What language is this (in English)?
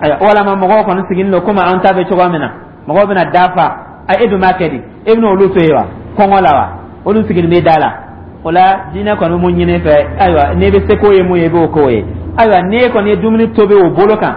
Dyula